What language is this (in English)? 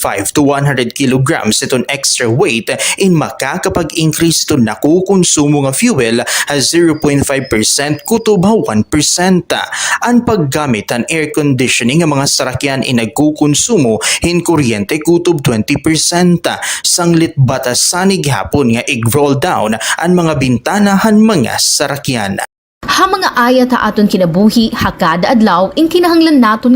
Waray